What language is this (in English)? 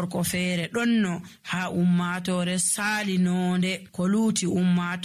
Nigerian Fulfulde